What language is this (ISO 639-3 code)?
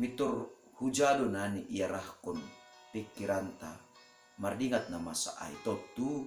bts